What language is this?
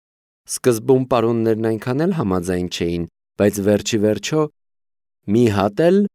Armenian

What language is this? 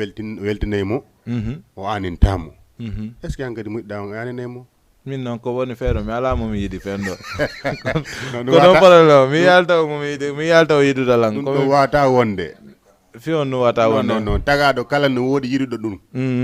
Fula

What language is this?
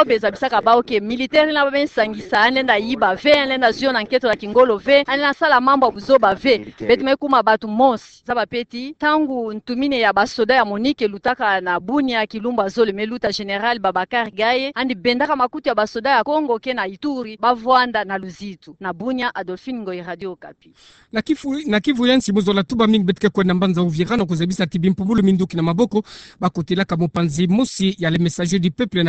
Kituba (Democratic Republic of Congo)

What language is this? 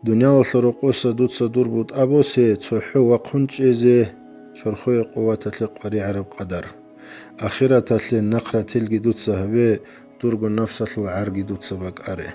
Avaric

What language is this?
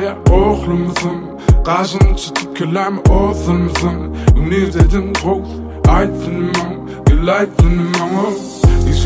Turkish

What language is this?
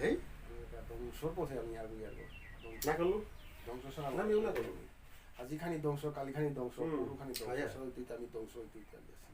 Bishnupriya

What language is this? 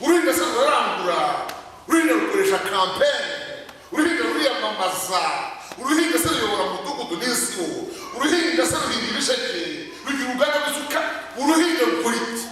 Kinyarwanda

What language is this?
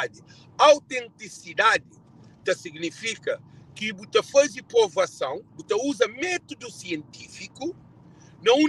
Kabuverdianu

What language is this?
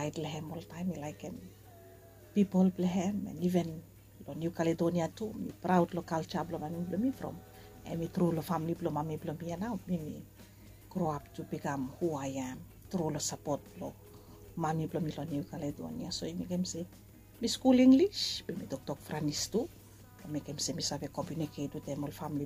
Bislama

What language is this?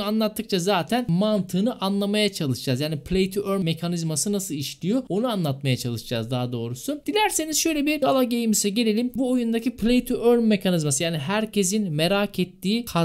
Turkish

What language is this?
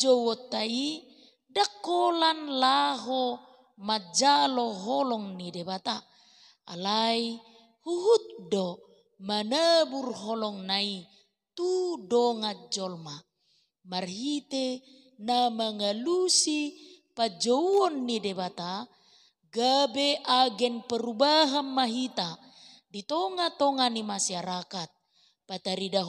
Batak Toba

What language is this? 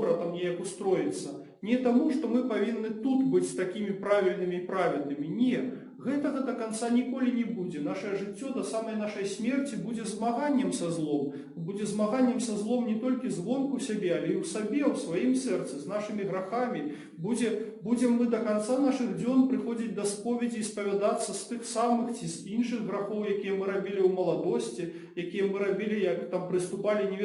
Belarusian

